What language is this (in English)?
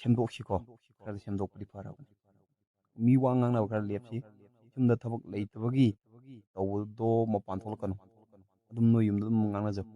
Manipuri